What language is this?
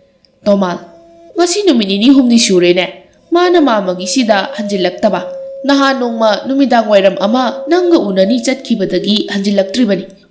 Manipuri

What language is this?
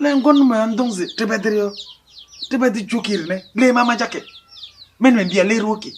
Kabiyè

